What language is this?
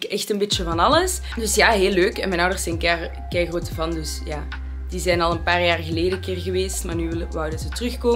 Dutch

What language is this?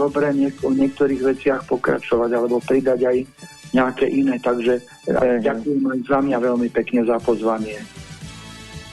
Slovak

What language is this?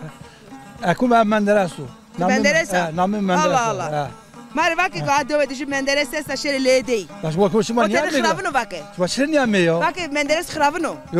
Zaza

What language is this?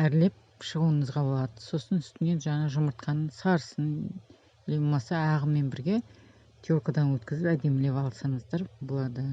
Kazakh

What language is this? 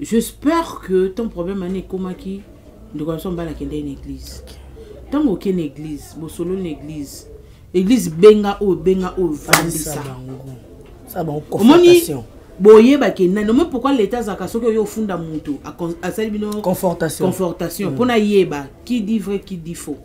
Lingala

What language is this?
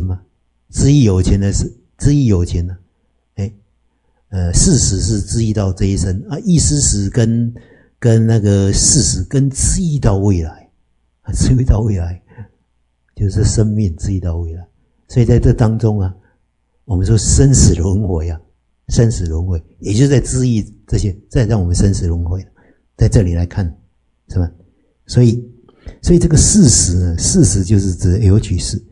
Chinese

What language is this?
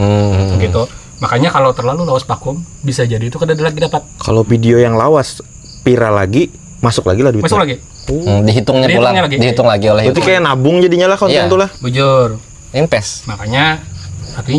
Banjar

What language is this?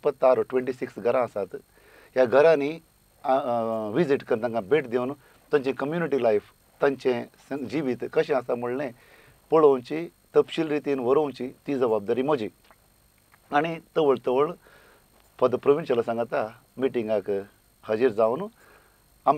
Konkani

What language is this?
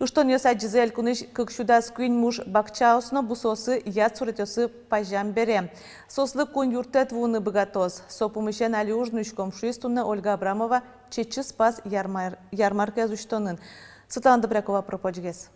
Udmurt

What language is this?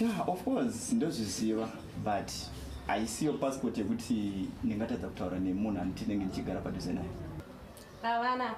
Shona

